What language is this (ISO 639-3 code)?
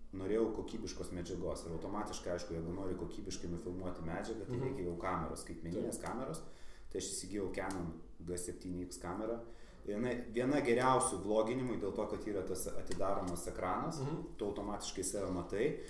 lit